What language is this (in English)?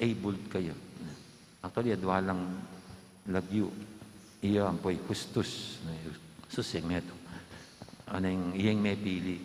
Pampanga